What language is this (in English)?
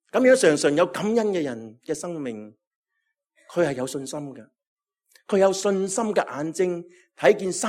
Cantonese